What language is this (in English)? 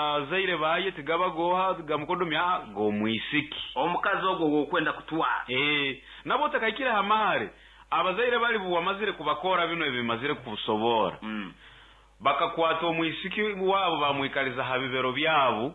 Nyoro